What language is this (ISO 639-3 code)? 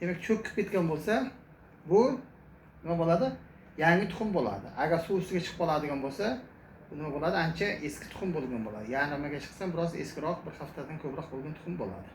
uzb